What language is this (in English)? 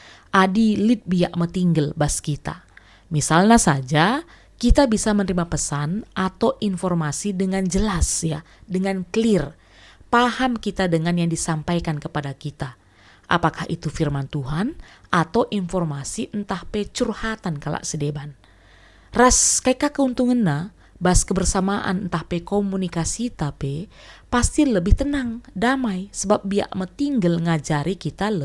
Batak Karo